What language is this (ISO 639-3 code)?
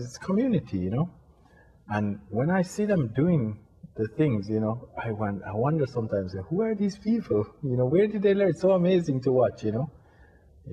eng